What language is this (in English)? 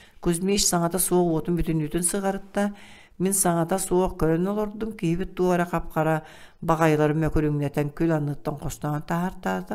Yakut